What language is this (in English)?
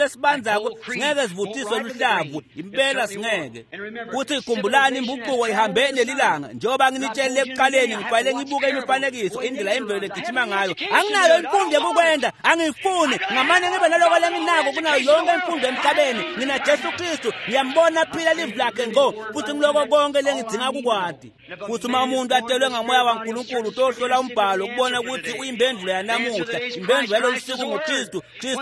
Swati